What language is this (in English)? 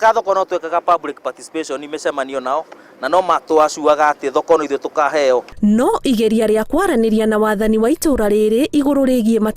Kikuyu